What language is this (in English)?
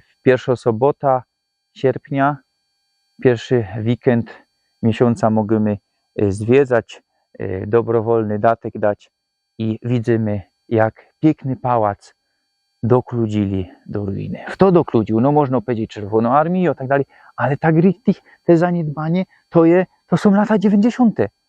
Silesian